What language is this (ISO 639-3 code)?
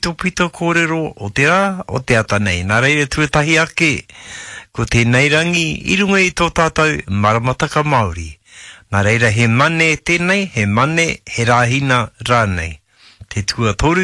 mri